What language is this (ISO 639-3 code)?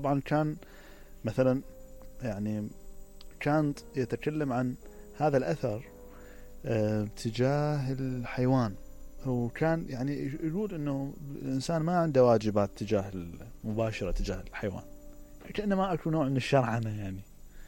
acm